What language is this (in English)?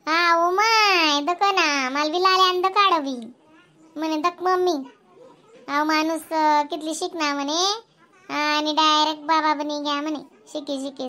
Khandesi